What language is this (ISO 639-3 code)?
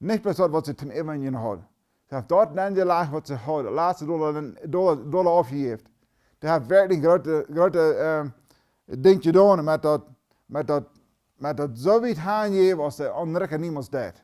pdt